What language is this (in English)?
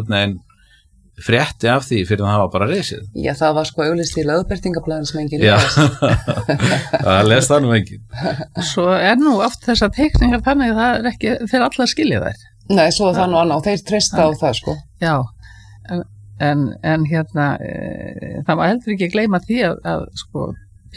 Icelandic